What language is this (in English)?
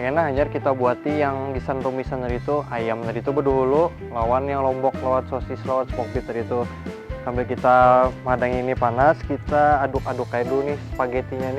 Banjar